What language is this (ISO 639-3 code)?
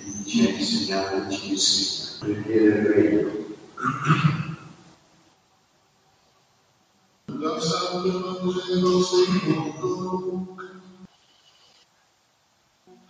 ita